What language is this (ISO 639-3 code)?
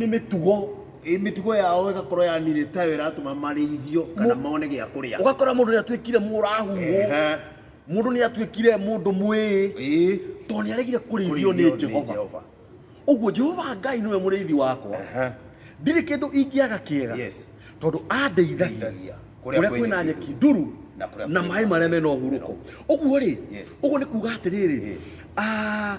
kik